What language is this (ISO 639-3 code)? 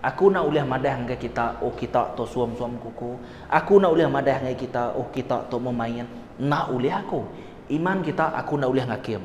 iba